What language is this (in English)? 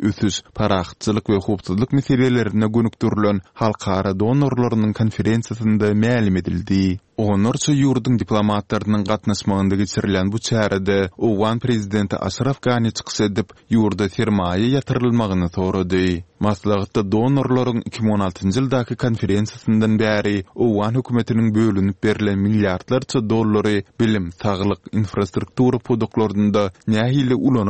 Turkmen